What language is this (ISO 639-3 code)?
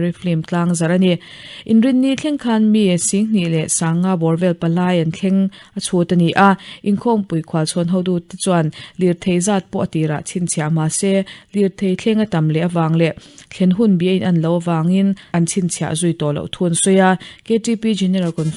lus